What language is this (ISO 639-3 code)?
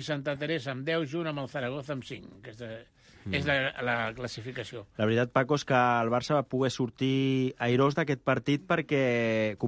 cat